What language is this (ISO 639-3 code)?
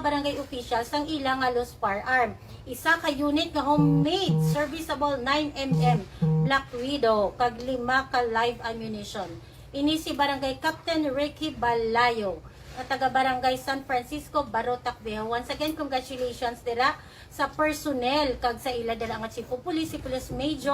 hil